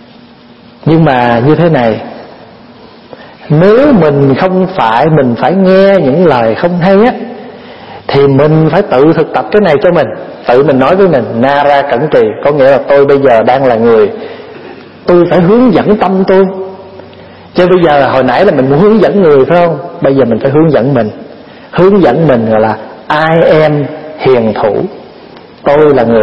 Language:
Vietnamese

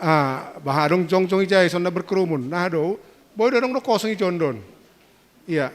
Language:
Batak Simalungun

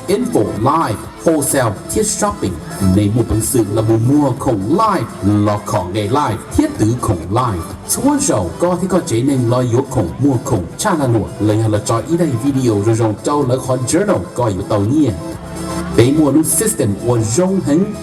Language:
Hmong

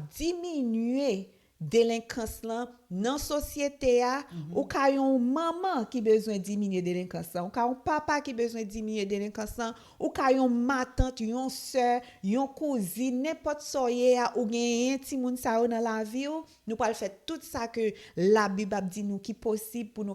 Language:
Haitian Creole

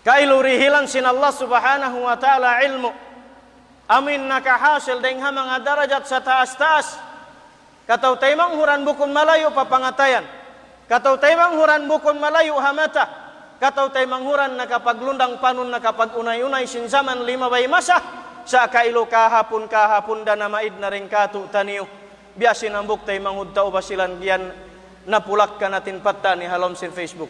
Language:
Tausug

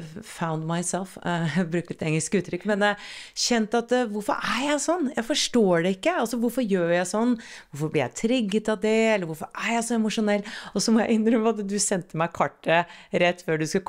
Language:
Norwegian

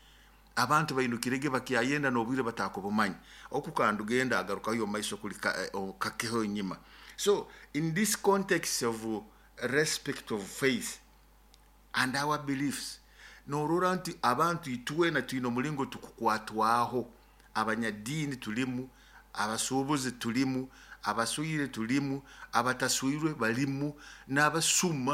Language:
Nyoro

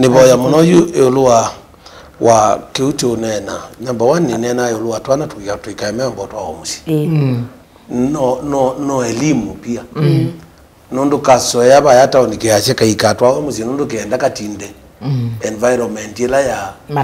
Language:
Kamba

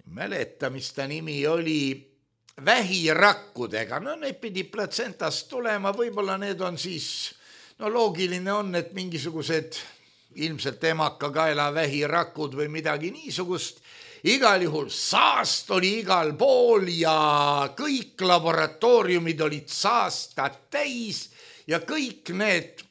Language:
Estonian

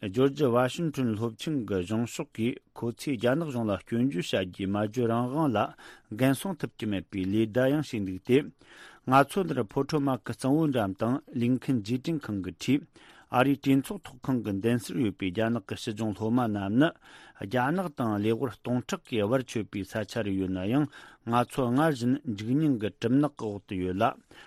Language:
Tibetan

